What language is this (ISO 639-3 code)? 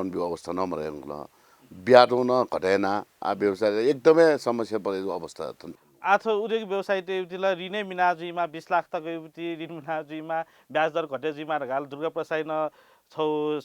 new